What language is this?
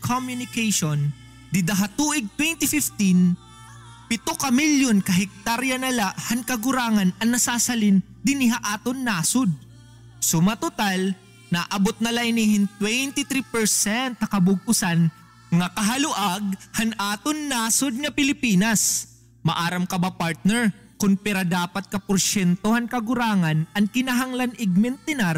Waray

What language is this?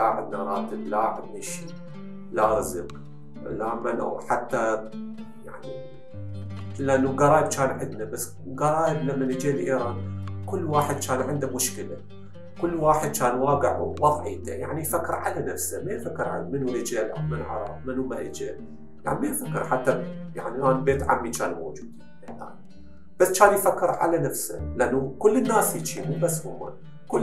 Mesopotamian Arabic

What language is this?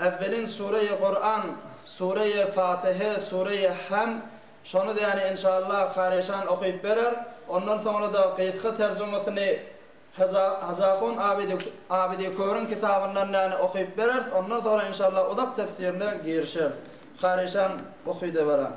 Turkmen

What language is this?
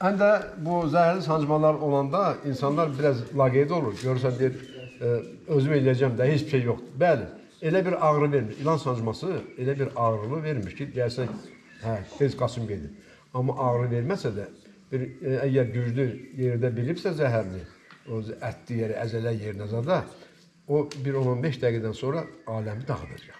Azerbaijani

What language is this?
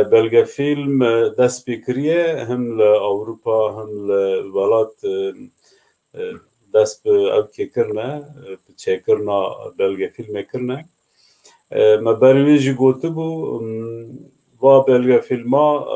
Kurdish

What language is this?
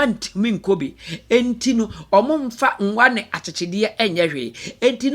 Akan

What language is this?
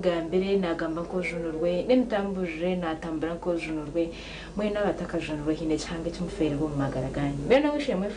Nyankole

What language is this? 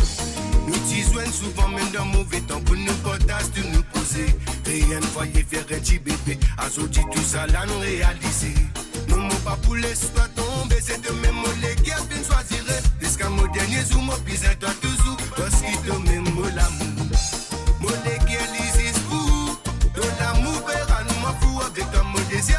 Morisyen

